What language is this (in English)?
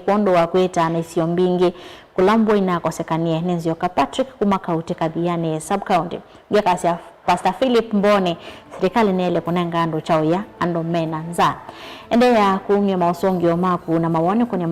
Kamba